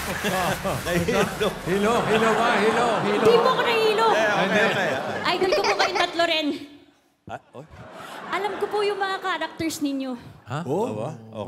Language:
Filipino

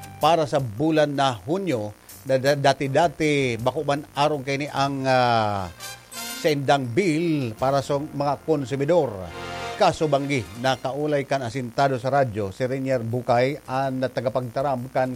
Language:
Bikol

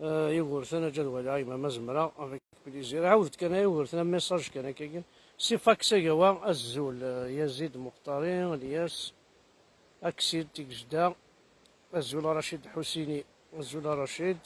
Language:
Kabyle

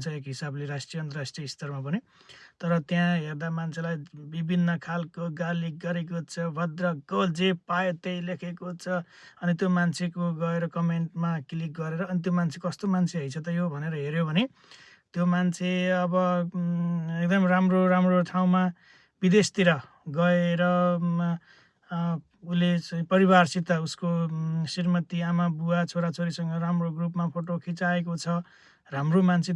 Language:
Nepali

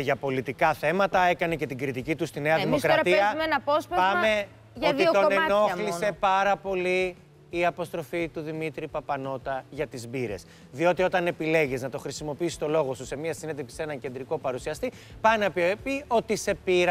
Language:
Greek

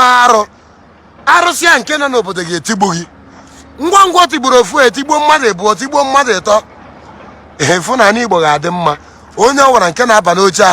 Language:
Igbo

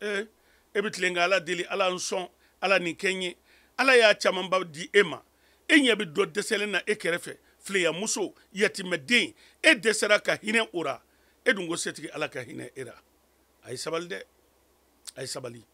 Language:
Mandingo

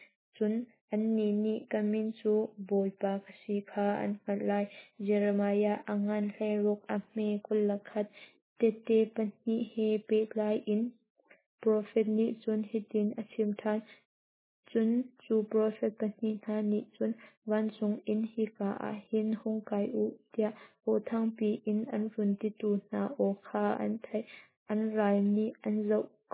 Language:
Hakha Chin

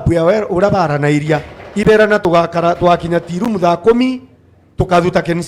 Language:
Meru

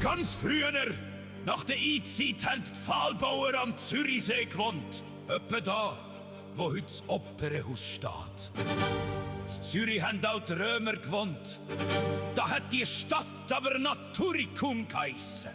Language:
Swiss German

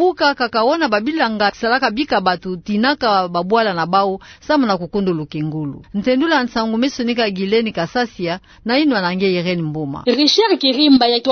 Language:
Kituba (Democratic Republic of Congo)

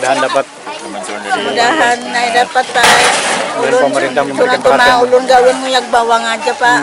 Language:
Banjar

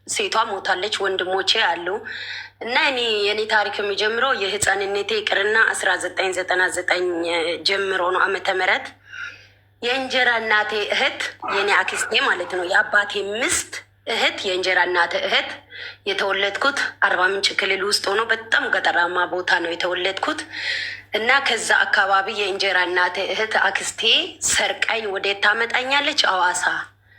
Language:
Amharic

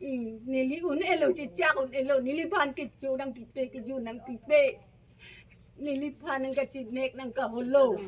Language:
Karbi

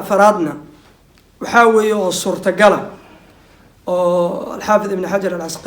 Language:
Somali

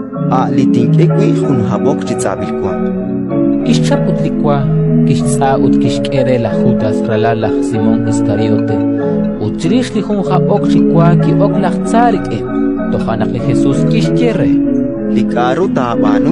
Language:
Kekchí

